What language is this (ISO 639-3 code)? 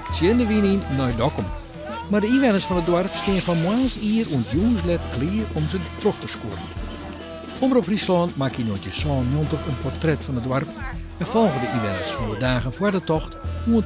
fry